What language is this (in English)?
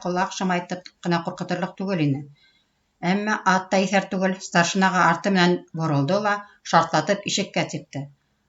Bashkir